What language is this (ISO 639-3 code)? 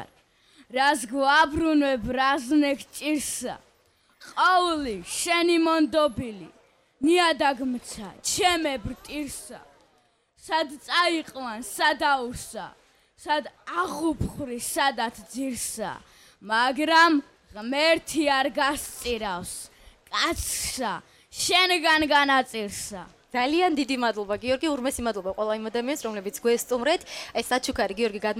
kat